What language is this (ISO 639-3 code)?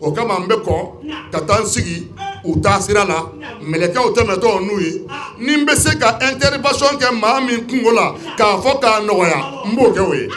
bam